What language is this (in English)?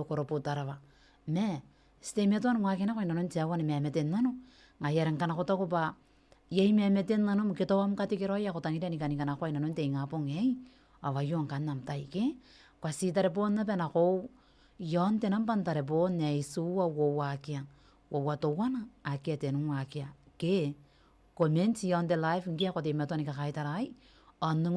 Gilbertese